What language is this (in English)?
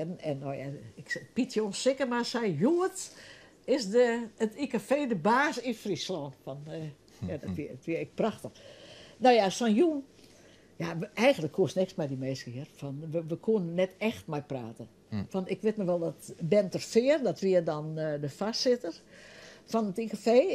Western Frisian